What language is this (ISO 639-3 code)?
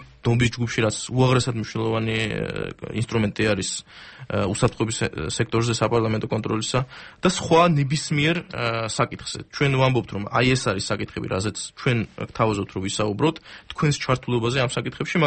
kat